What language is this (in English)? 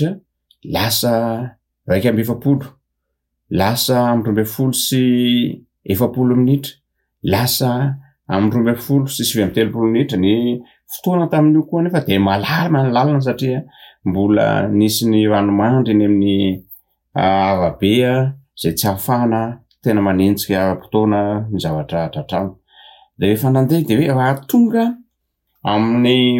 Malagasy